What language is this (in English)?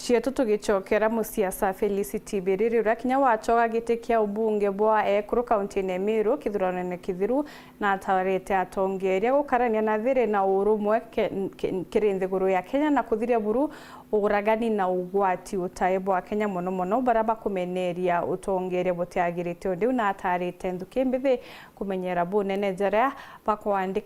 Meru